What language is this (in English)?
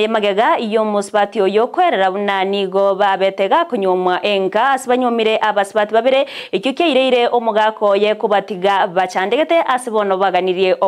Gusii